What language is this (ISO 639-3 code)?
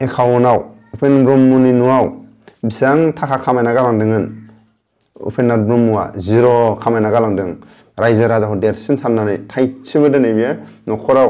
brx